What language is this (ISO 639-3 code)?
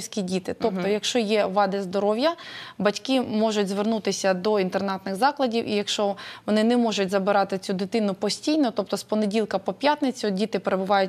ukr